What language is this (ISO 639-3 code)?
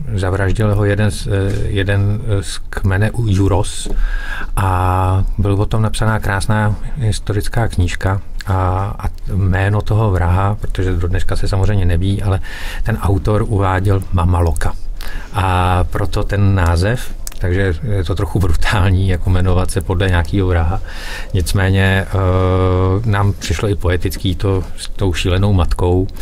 ces